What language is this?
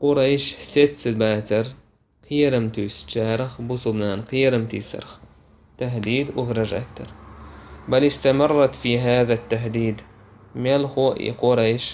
Chechen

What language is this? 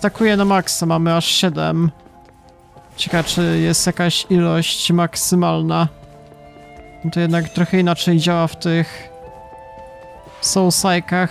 Polish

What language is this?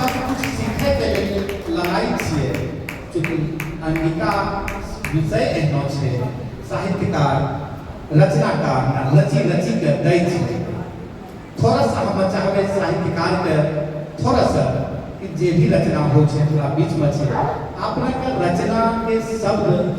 Angika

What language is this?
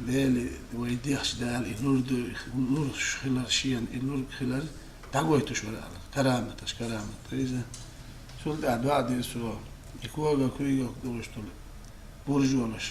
Chechen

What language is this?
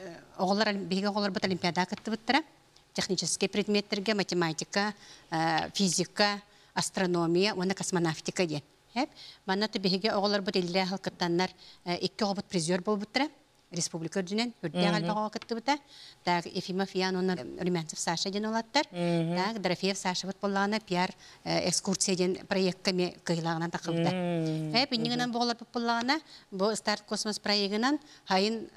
Yakut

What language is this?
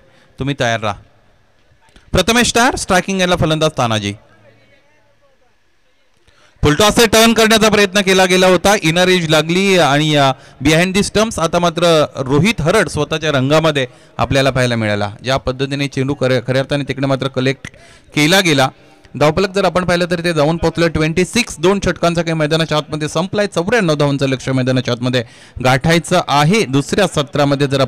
Marathi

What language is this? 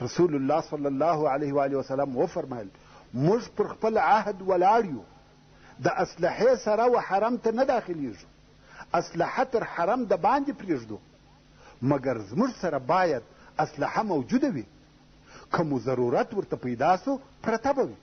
Pashto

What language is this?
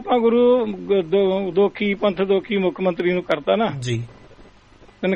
Punjabi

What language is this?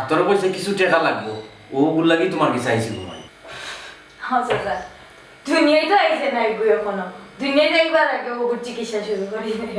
Sylheti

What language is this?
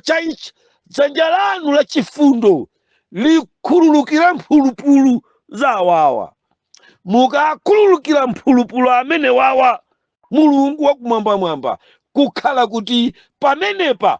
Nyanja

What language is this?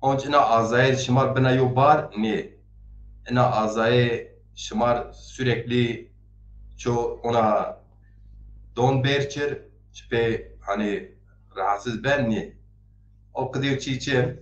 Zaza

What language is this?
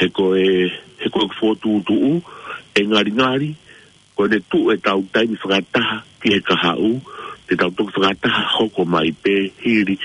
Tongan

